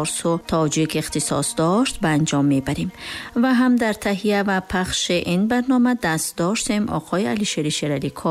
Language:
Tajik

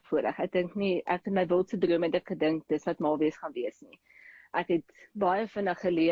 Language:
Afrikaans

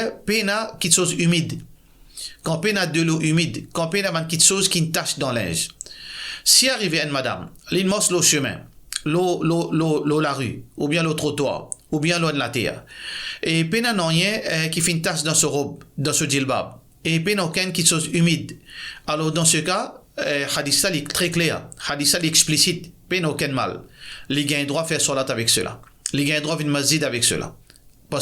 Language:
Morisyen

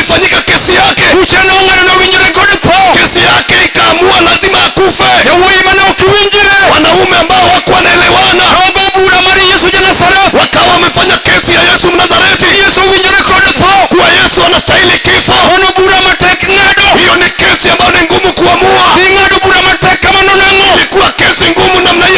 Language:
Luo (Kenya and Tanzania)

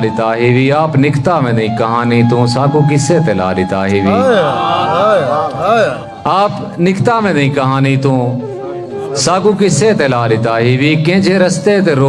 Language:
Saraiki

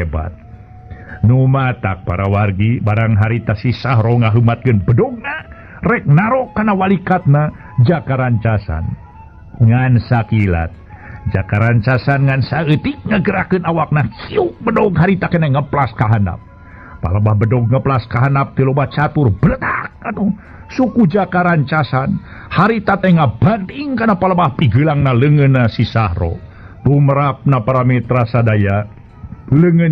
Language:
Sundanese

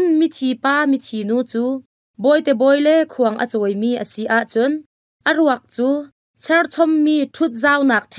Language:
Hakha Chin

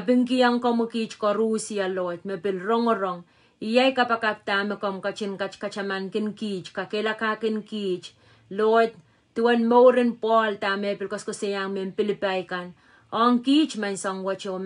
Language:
Pohnpeian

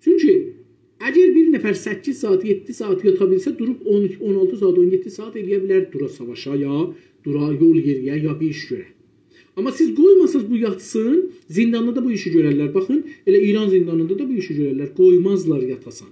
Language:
South Azerbaijani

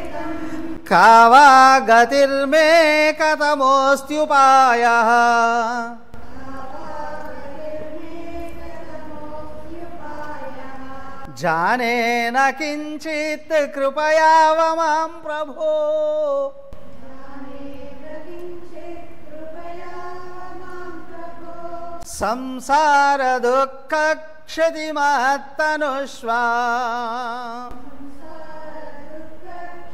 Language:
Telugu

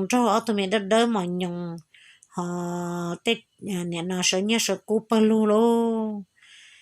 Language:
Hmong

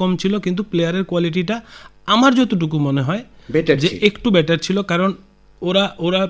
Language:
Bangla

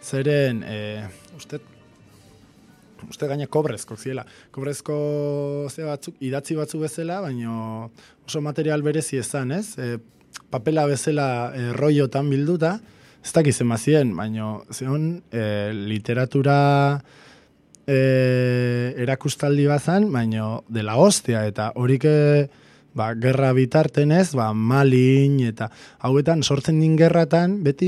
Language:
Basque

